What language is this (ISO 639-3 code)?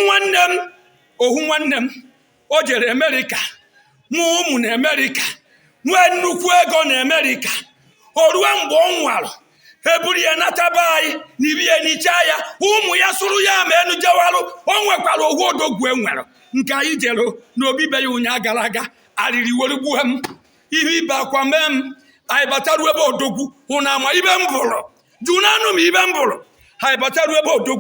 ibo